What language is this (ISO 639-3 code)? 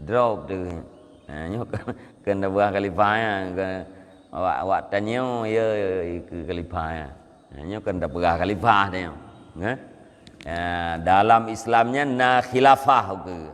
ace